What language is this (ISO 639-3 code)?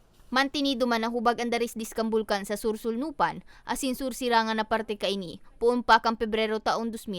bik